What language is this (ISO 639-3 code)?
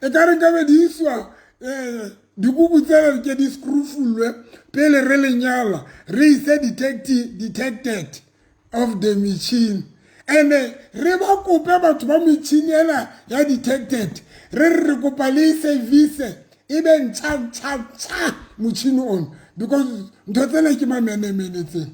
sot